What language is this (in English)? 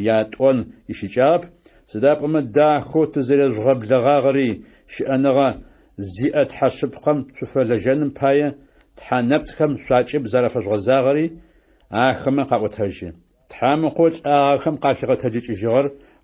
Adyghe